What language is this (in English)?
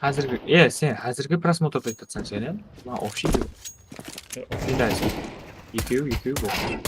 Kara-Kalpak